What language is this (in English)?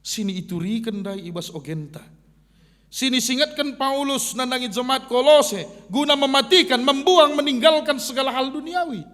Batak Karo